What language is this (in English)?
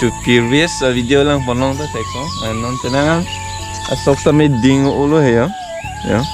Karbi